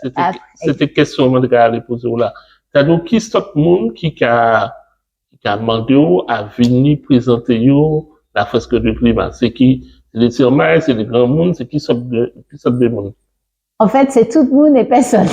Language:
Guadeloupean Creole French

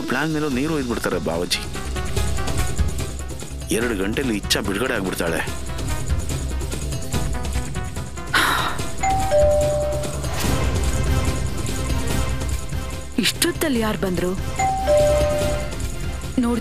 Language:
Kannada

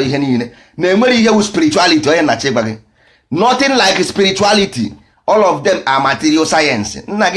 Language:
Igbo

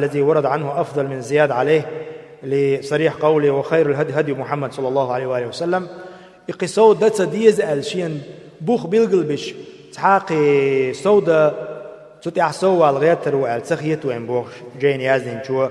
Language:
Chechen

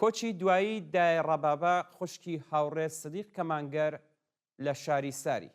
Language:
Central Kurdish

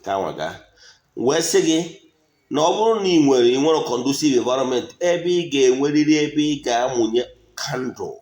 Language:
Igbo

